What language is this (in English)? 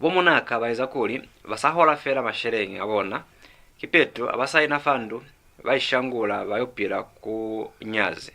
Lozi